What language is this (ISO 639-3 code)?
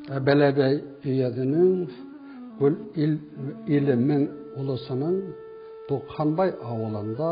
bak